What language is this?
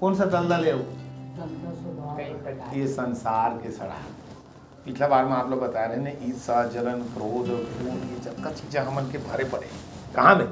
Chhattisgarhi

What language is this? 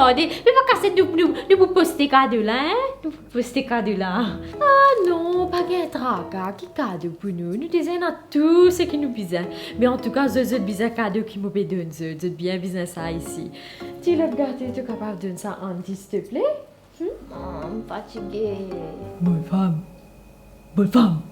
Morisyen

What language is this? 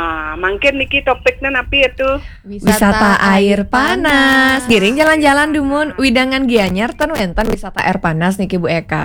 Balinese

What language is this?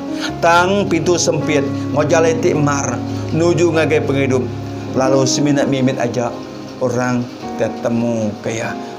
Iban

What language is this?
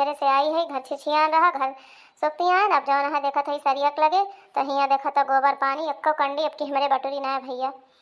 Awadhi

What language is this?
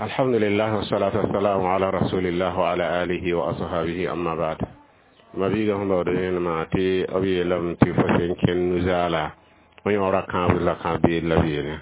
Mossi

